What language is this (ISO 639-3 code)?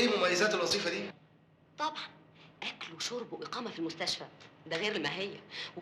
arz